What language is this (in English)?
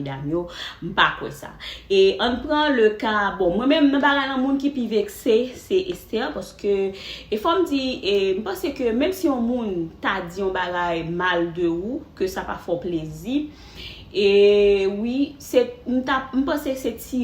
Haitian Creole